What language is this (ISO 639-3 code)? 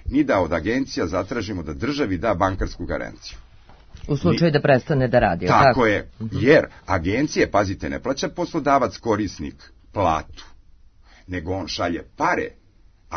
srp